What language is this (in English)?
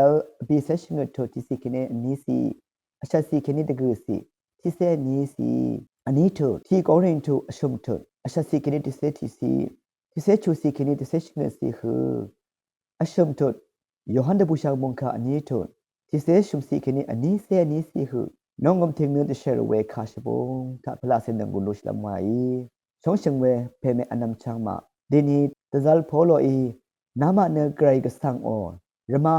Rawang